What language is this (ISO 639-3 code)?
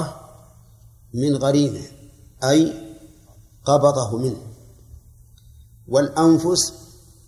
ara